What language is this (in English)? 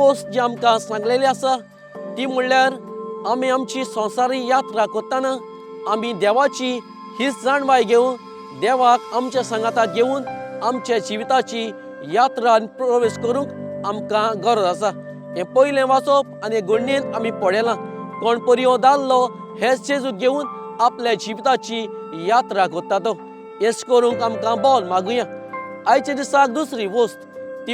Konkani